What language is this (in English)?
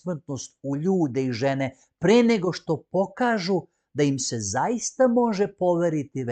Macedonian